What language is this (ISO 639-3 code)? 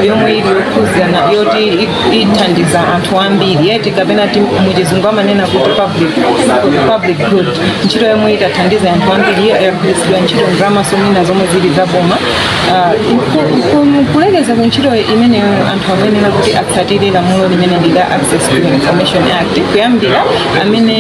nya